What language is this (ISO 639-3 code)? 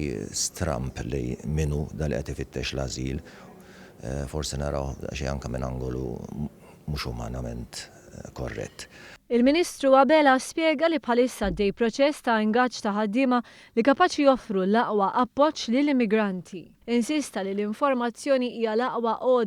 mlt